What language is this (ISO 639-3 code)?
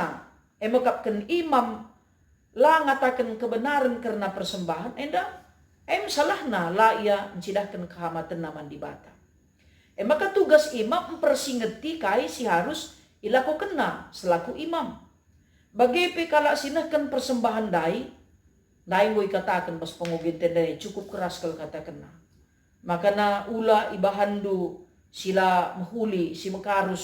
btx